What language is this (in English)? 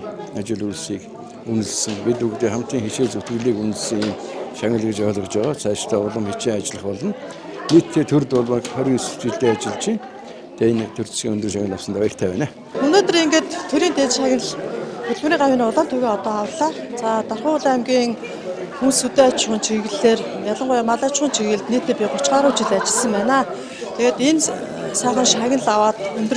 Mongolian